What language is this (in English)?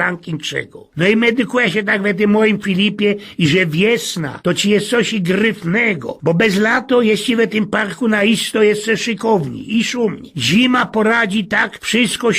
Silesian